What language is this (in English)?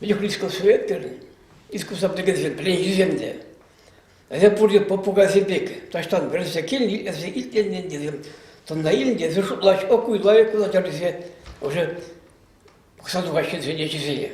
Chuvash